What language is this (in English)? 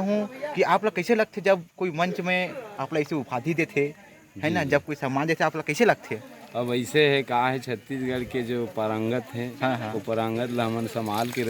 Chhattisgarhi